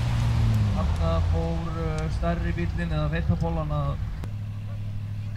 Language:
Icelandic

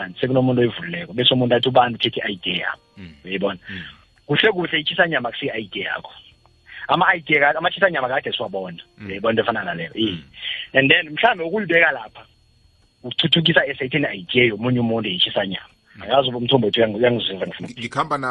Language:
South Ndebele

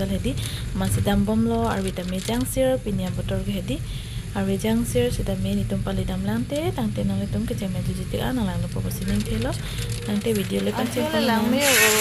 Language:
Karbi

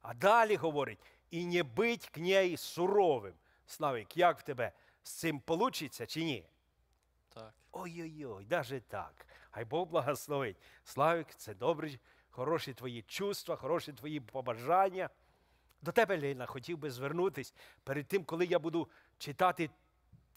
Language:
Ukrainian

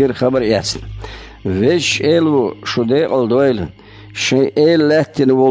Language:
Chechen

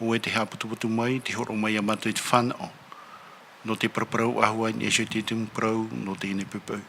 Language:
Tahitian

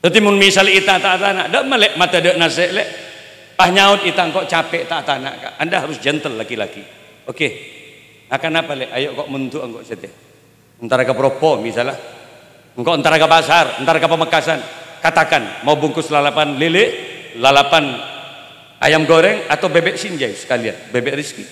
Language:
Madurese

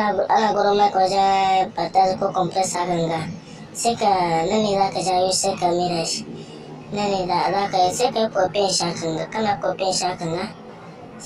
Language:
Hausa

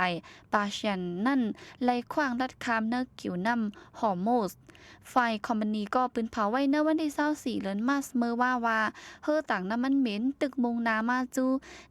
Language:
Shan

